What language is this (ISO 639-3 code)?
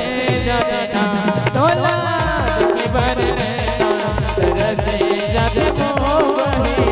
hne